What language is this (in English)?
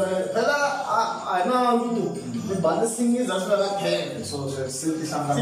Tsonga